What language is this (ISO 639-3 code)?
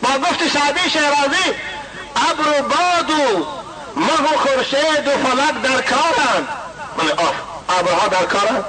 tgk